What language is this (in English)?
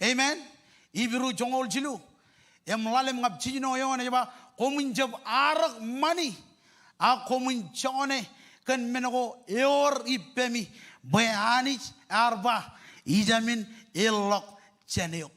Marshallese